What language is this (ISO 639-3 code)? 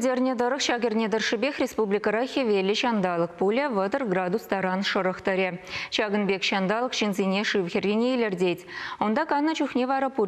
chv